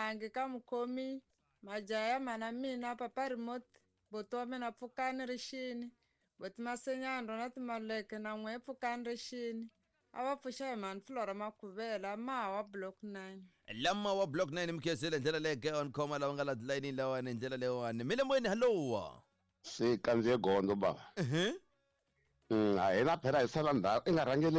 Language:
Tsonga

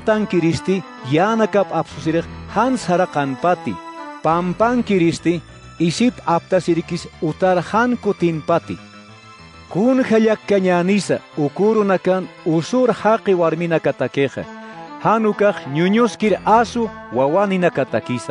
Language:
Aymara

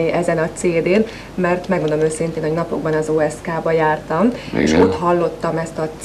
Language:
Hungarian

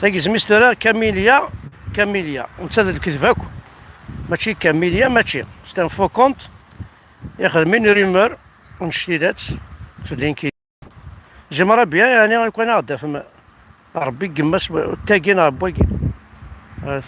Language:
Kabyle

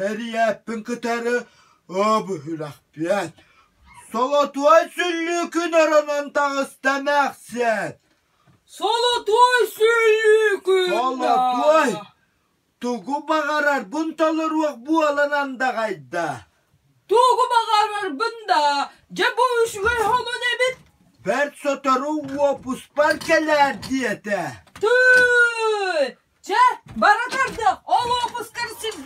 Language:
Yakut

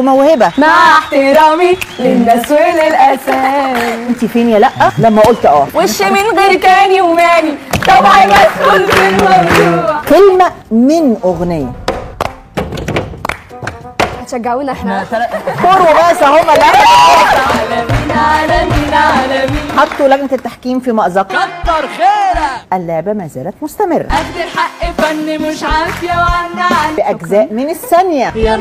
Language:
Egyptian Arabic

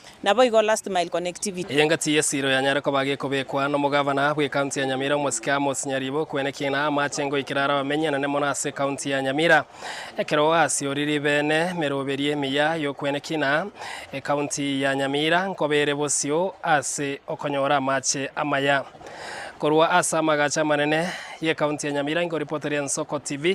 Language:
Gusii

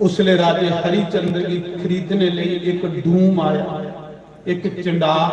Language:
Dogri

